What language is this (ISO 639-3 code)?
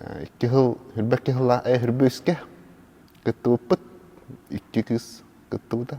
sah